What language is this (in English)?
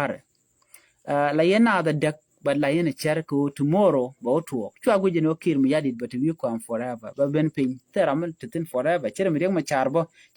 Nuer